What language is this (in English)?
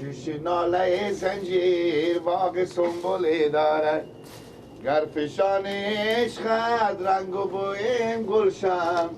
Persian